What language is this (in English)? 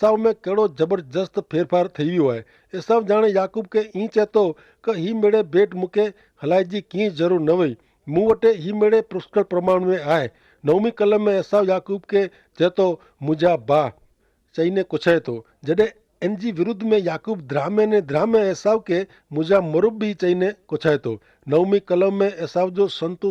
Kachhi